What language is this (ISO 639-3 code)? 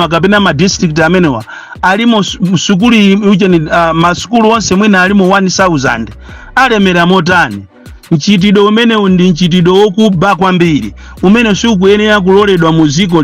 nya